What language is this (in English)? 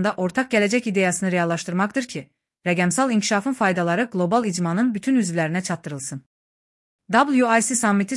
Azerbaijani